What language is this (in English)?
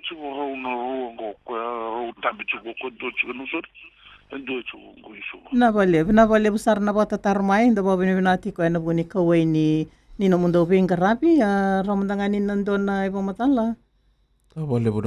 Fijian